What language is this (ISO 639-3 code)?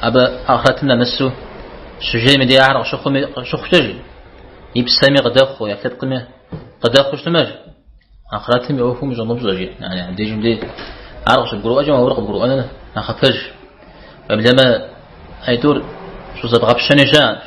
kbd